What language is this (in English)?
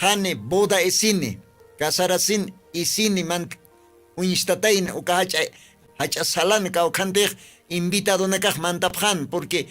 Aymara